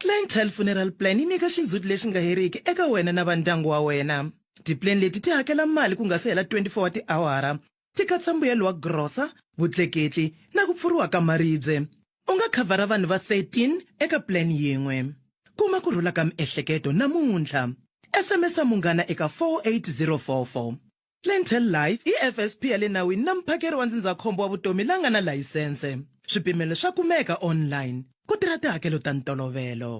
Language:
Tsonga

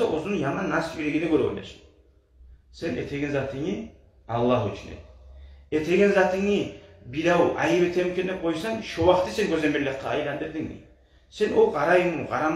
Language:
Kumyk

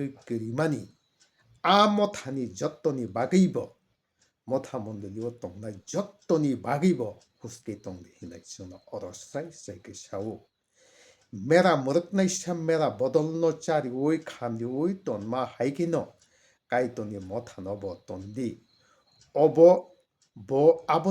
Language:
Kok Borok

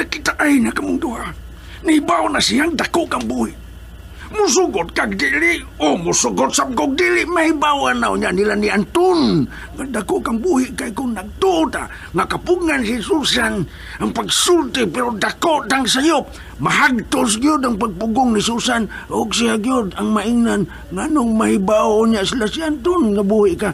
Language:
Cebuano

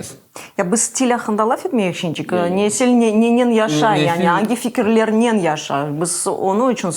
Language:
Crimean Tatar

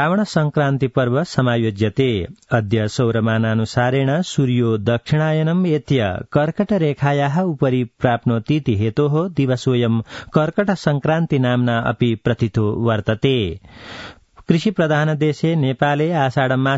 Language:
Sanskrit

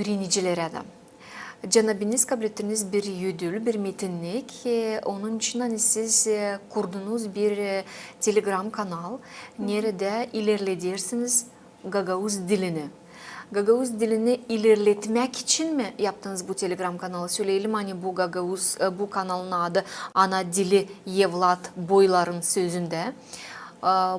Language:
Gagauz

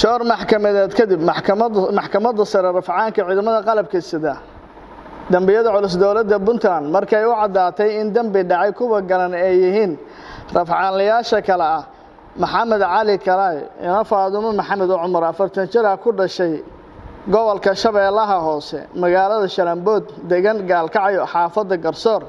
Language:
Somali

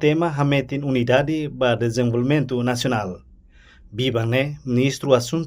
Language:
Tetum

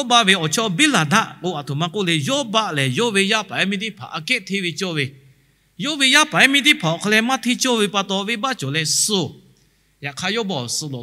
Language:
Lahu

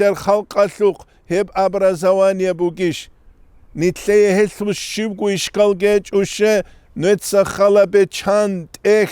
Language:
Avaric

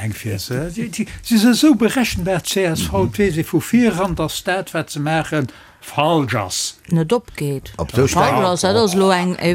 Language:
Luxembourgish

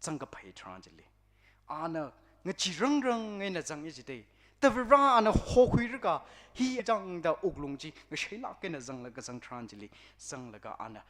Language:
Tangkhul Naga (India)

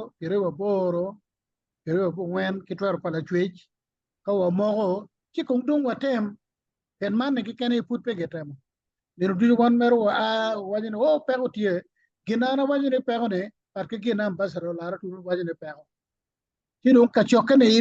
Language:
Acoli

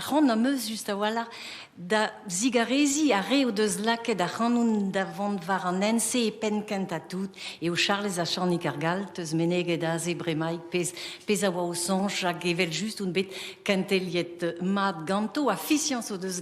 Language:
Breton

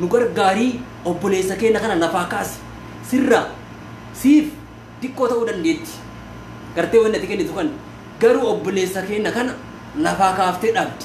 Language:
Oromo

